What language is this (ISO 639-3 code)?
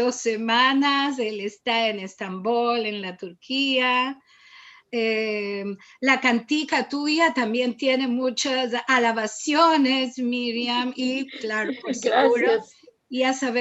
lad